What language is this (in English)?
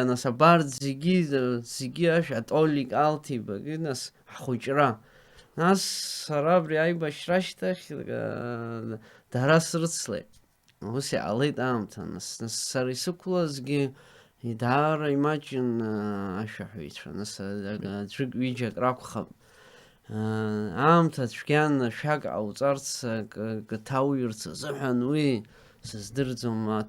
Abkhazian